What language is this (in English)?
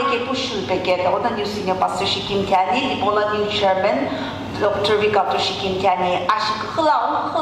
Sumi Naga